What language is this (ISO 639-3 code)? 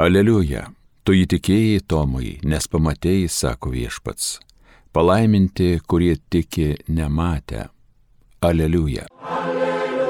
lit